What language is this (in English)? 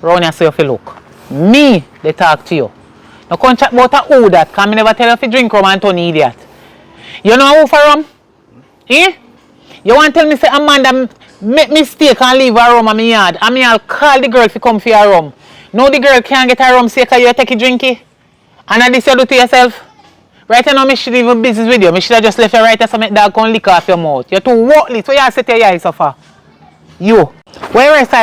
Jamaican Creole English